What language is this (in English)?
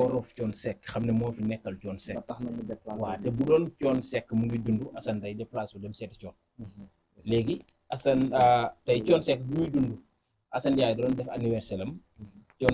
Wolof